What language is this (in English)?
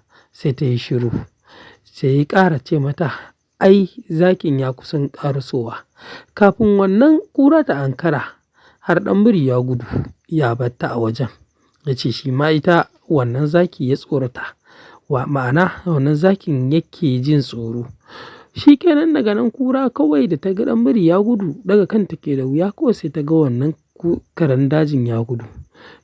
Hausa